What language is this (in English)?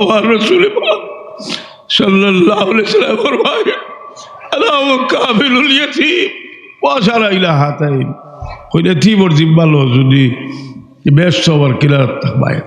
Sylheti